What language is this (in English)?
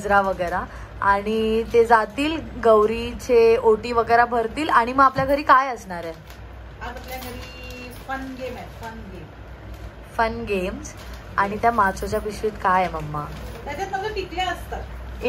Marathi